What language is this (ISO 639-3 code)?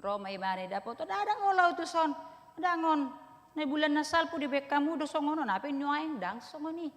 bbc